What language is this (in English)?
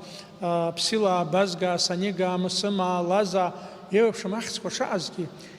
Abkhazian